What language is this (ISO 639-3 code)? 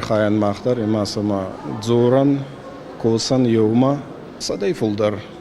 oss